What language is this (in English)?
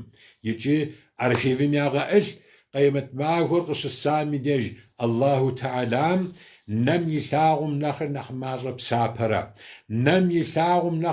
Kabardian